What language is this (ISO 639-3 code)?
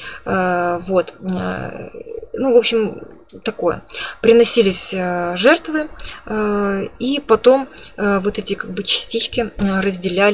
rus